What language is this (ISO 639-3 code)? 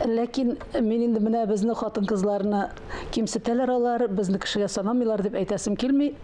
tat